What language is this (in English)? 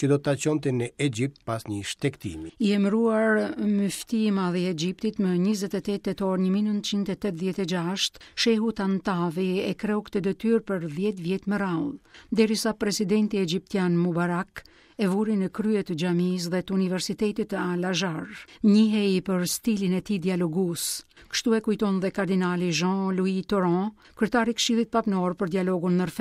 Albanian